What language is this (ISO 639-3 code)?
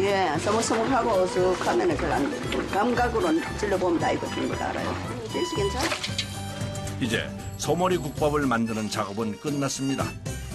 kor